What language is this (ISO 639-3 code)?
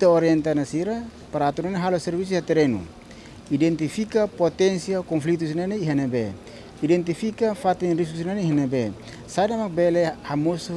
tet